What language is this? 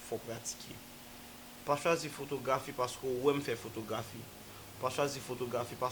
Haitian Creole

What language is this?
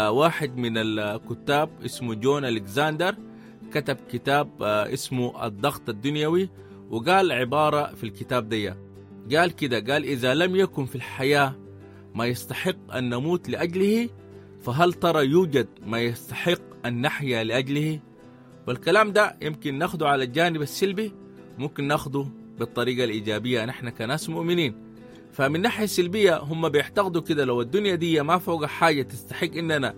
Sudanese Arabic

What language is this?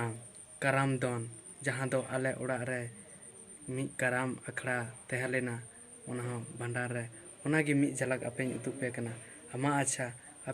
Santali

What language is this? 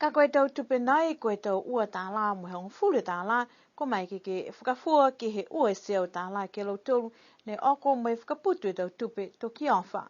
Niuean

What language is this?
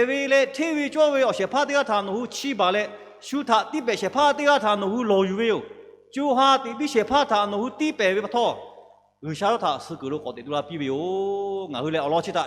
Lahu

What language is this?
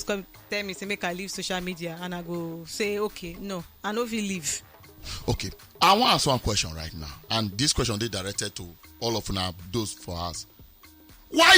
Nigerian Pidgin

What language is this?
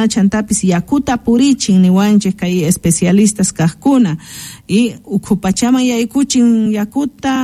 South Bolivian Quechua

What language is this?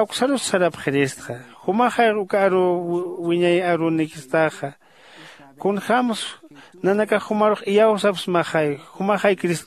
Aymara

